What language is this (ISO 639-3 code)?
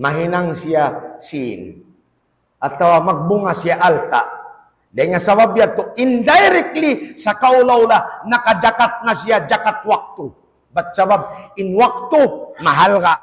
tsg